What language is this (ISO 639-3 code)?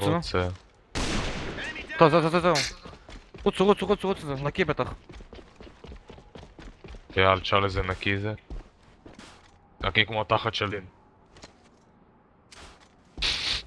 heb